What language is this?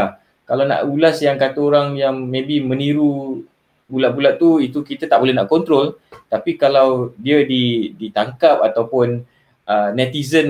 Malay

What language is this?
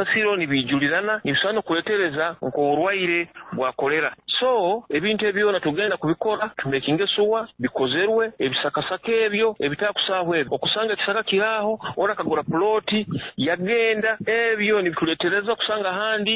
Nyoro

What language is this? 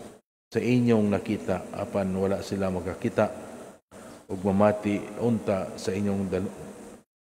Cebuano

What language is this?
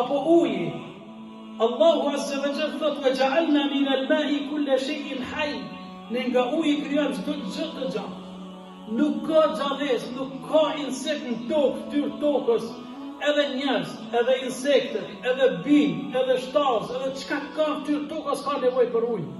Albanian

